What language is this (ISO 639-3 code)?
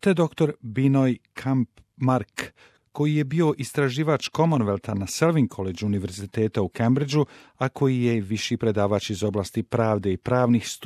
bos